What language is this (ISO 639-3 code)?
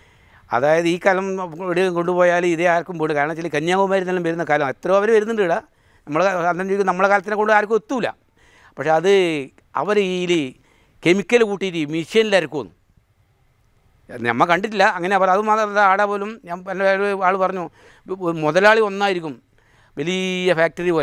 mal